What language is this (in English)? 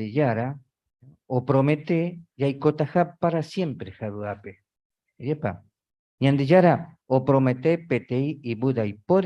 Guarani